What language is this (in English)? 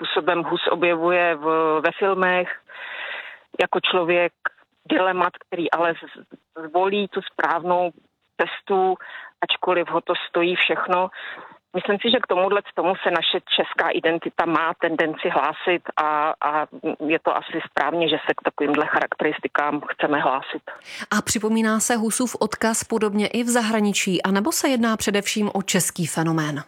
Czech